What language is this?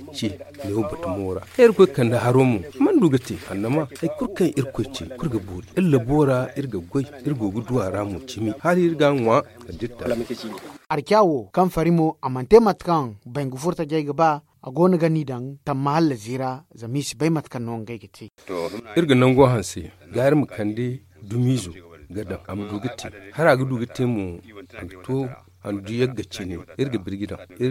Zarma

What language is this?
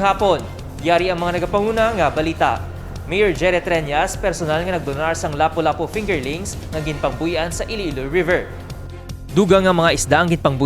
Hiligaynon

